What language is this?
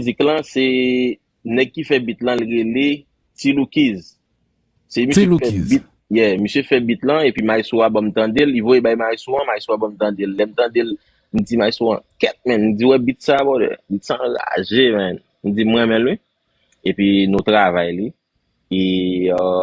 Haitian Creole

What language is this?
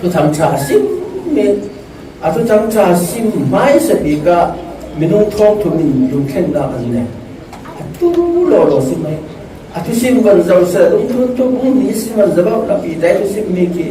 Falam Chin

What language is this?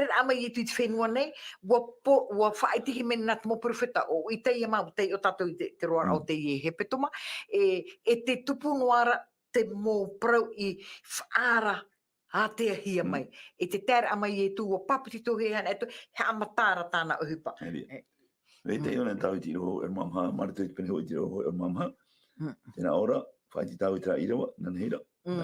Tahitian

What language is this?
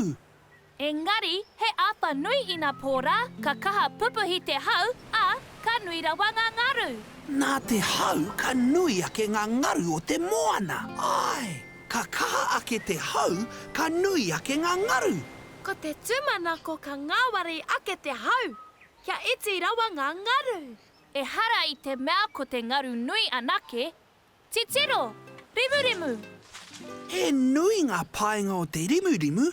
Māori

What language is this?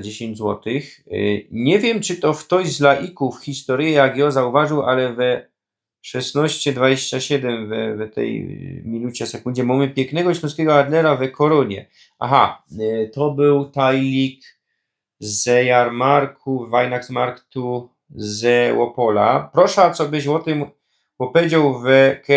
Silesian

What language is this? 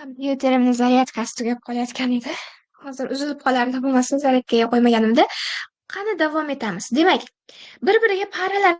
Uzbek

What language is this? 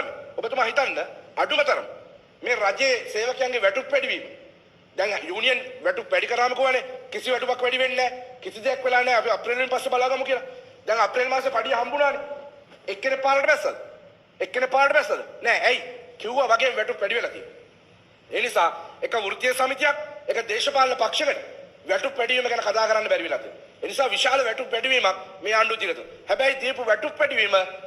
Sinhala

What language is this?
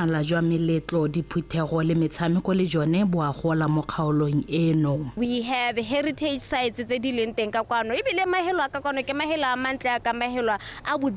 Tswana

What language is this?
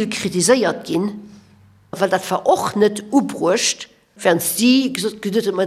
Luxembourgish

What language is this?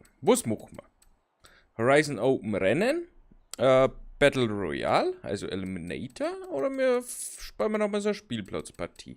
Bavarian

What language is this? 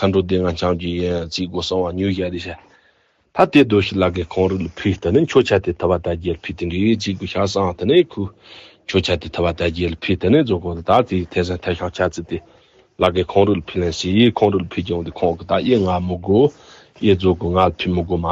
Tibetan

